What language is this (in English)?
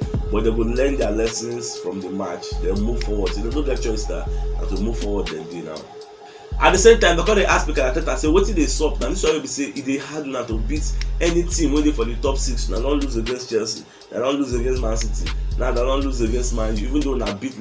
Nigerian Pidgin